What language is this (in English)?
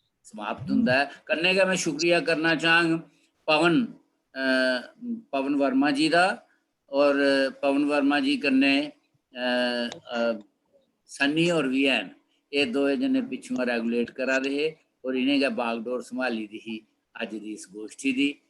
Dogri